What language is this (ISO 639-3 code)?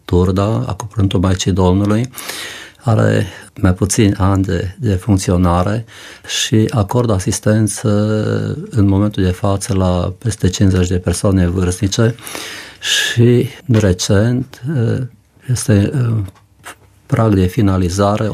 ron